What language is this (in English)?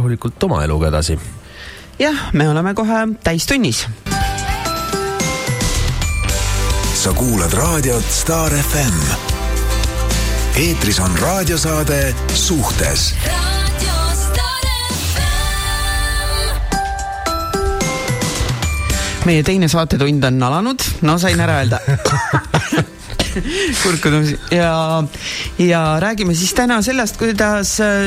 Estonian